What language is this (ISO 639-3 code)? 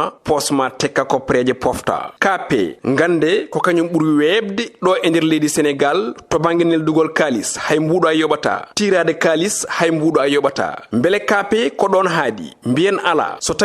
ful